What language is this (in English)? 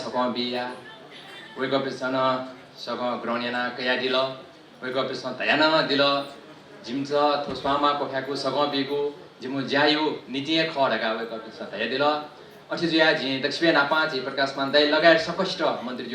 Newari